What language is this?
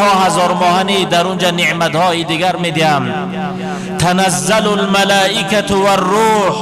Tajik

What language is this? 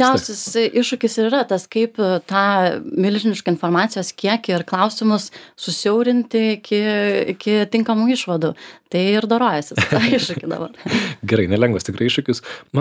Lithuanian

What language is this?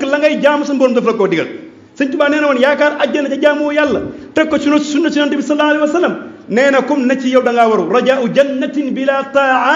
Wolof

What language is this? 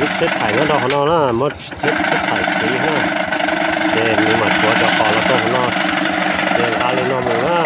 Hmong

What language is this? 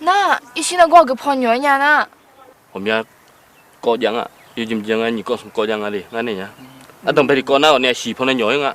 Akha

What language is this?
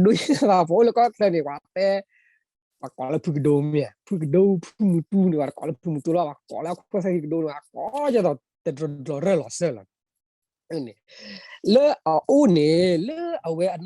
S'gaw Karen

